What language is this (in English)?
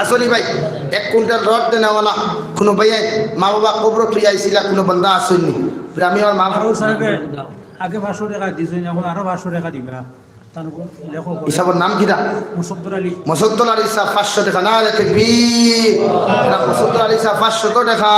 Sylheti